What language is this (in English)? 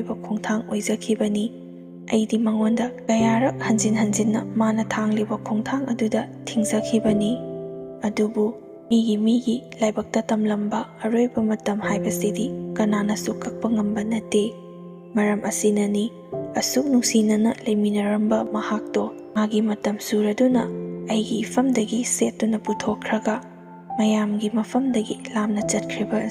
Manipuri